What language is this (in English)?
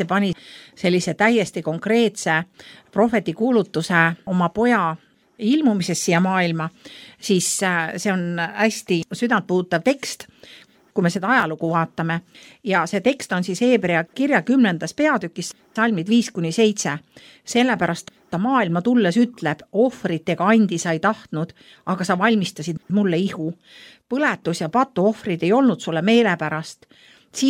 Estonian